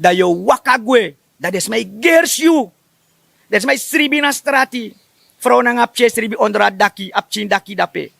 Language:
Sranan Tongo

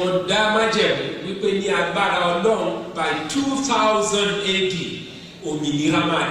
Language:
Yoruba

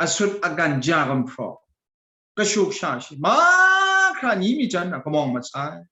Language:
Kachin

